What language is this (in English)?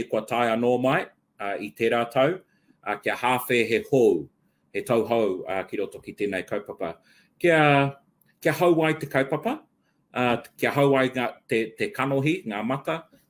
Māori